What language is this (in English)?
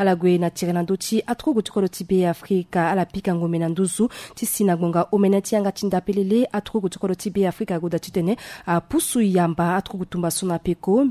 Sango